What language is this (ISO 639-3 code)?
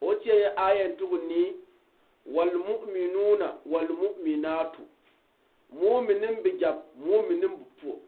gux